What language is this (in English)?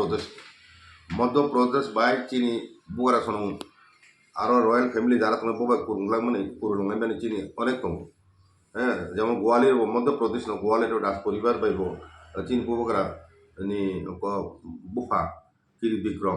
Kok Borok